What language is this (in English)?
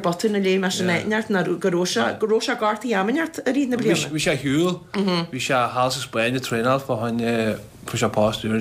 Irish